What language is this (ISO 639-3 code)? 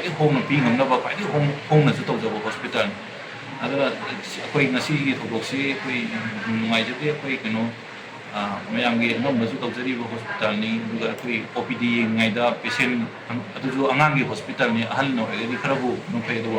mni